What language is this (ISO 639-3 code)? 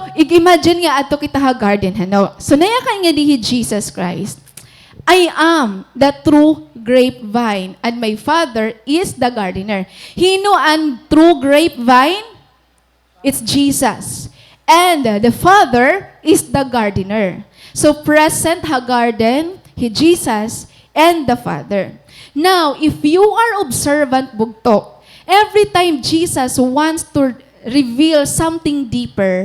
war